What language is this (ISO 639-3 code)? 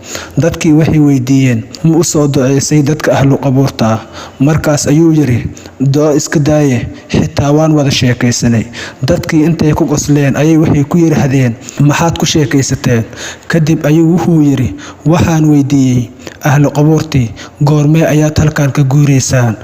som